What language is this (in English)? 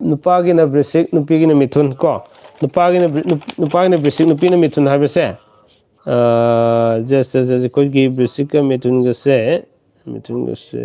Manipuri